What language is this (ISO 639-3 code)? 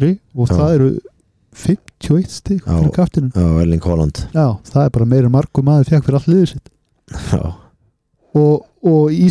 isl